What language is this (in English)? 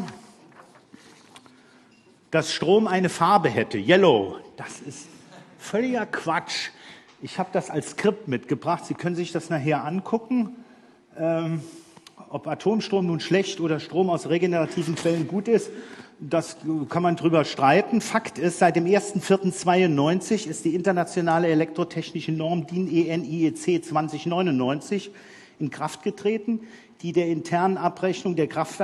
German